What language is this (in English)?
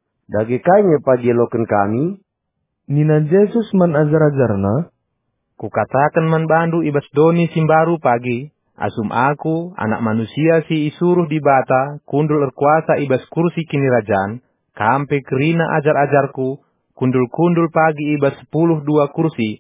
Batak Karo